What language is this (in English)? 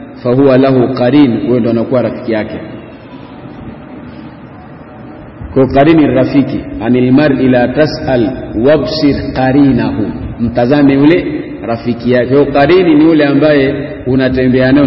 Swahili